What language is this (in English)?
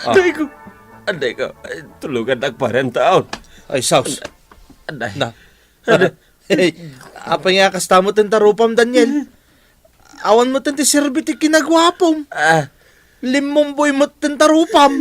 Iloko